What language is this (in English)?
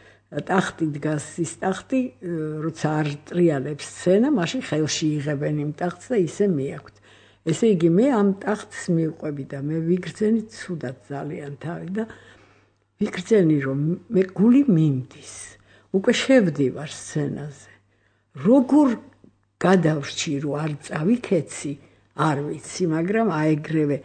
Georgian